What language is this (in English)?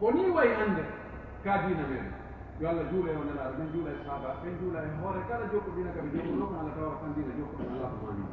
Pular